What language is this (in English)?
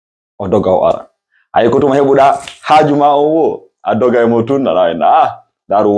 Fula